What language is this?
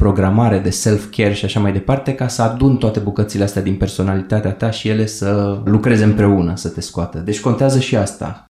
Romanian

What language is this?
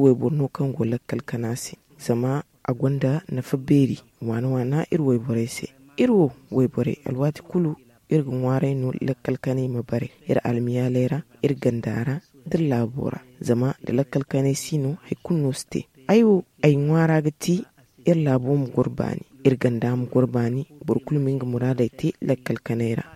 Zarma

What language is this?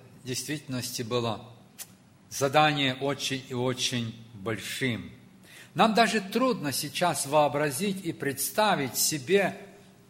Russian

